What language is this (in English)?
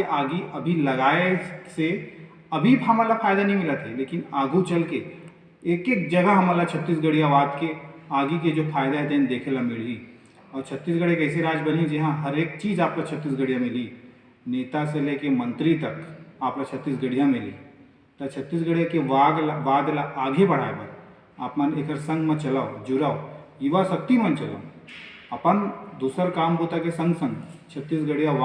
Chhattisgarhi